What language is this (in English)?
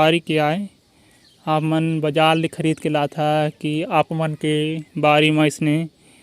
Chhattisgarhi